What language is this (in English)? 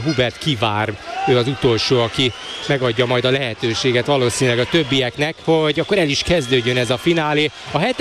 Hungarian